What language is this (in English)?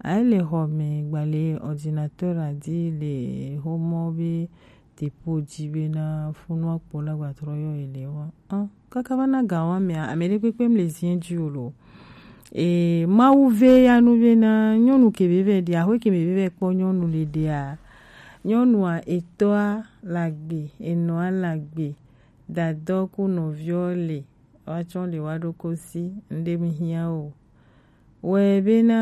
Gen